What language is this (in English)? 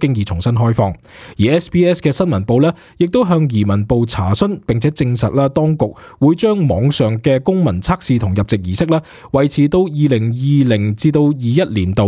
Cantonese